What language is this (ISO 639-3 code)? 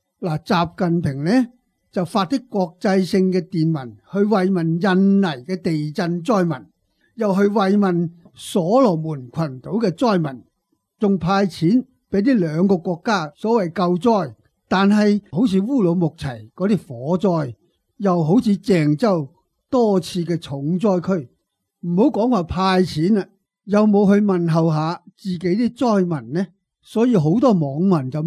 yue